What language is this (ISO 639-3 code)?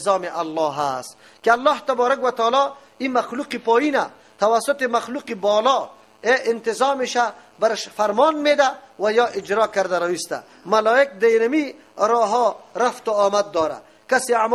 fas